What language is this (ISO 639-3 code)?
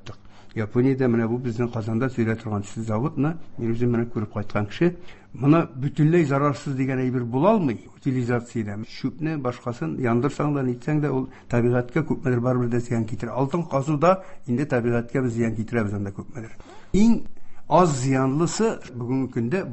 tat